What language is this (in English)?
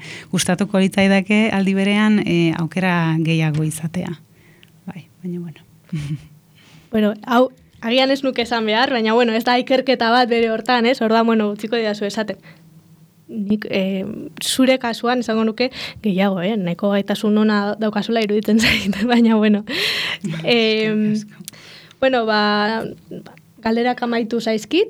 Basque